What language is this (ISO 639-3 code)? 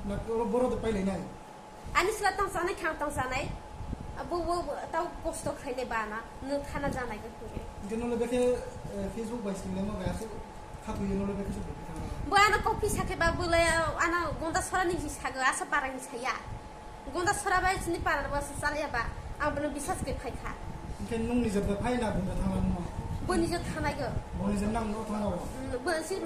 ria